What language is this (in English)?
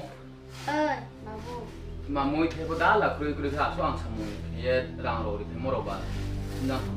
Riang (India)